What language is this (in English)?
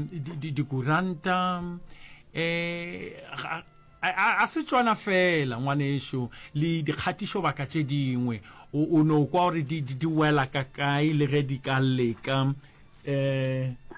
Northern Sotho